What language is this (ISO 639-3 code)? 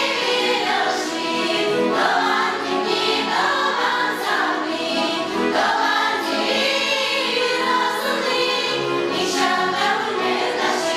chv